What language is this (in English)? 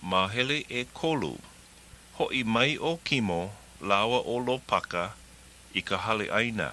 Hawaiian